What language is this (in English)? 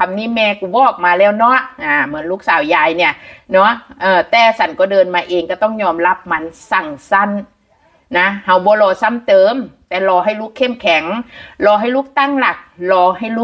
Northeastern Thai